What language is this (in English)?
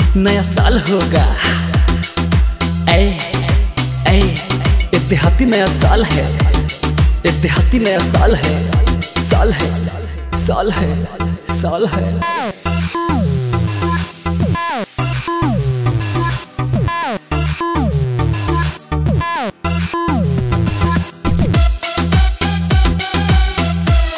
Bhojpuri